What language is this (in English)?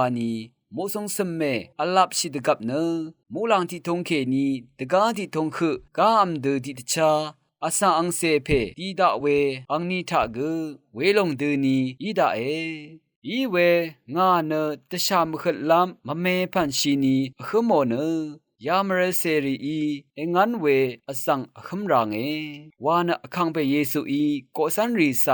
Rawang